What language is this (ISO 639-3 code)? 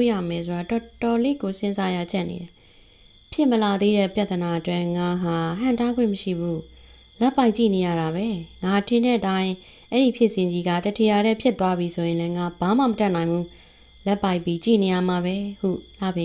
mya